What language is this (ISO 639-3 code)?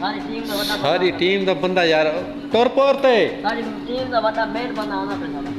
skr